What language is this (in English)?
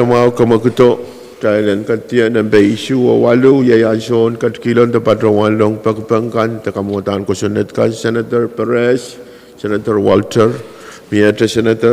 Pohnpeian